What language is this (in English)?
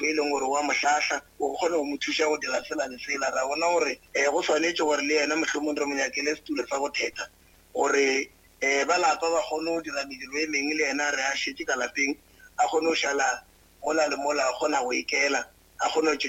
Northern Sotho